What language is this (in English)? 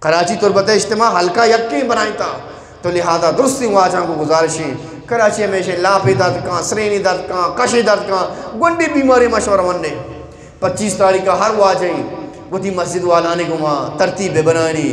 Eastern Balochi